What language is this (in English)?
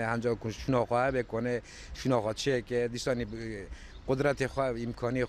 Kurdish